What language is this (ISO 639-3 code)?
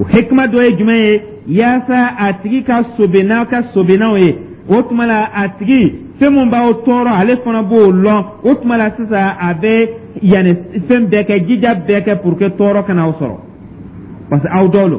dyu